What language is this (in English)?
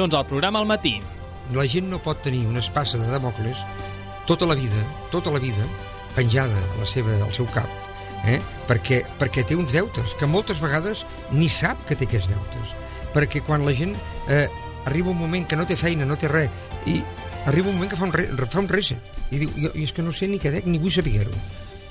Catalan